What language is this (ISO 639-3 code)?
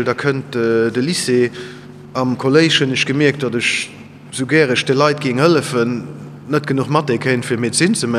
ltz